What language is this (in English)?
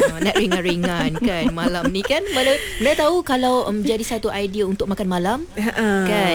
Malay